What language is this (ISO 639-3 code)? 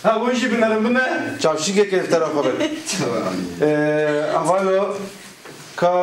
kur